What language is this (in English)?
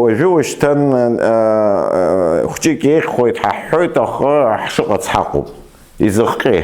Abkhazian